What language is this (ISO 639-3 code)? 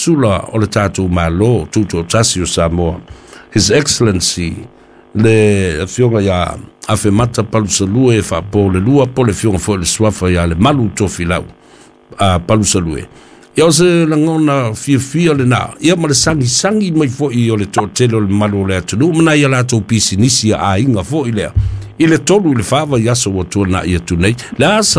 smo